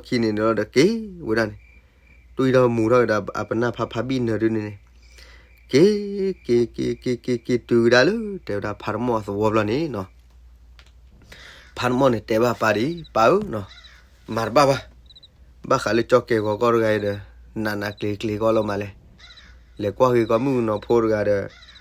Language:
S'gaw Karen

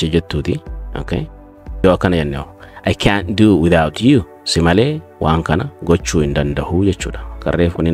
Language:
Oromo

